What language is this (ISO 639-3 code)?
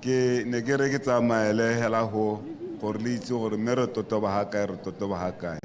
tsn